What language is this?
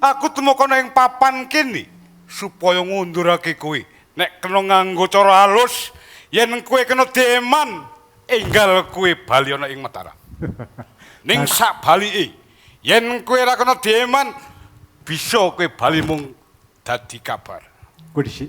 Javanese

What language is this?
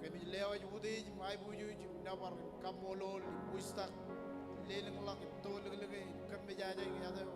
Marshallese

